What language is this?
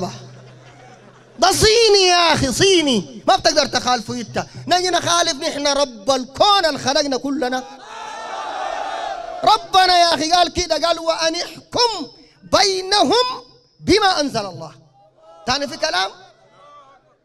Sudanese Arabic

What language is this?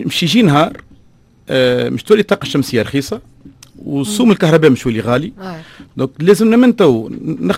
Tunisian Arabic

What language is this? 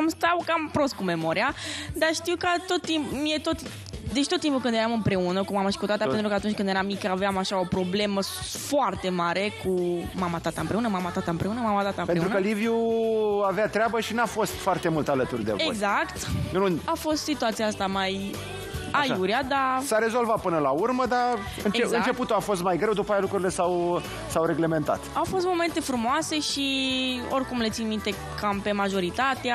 Romanian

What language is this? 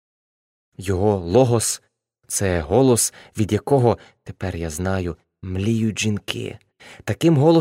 Ukrainian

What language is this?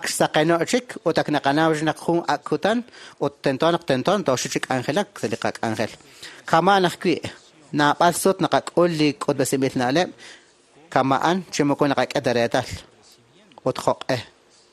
Kekchí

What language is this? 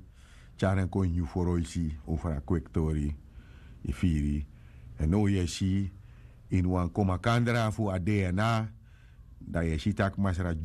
Sranan Tongo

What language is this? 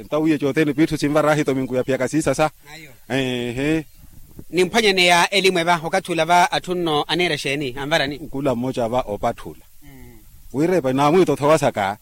Makhuwa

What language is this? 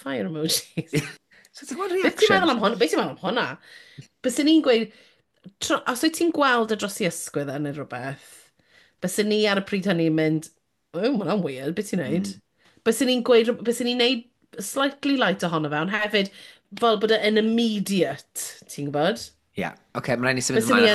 Welsh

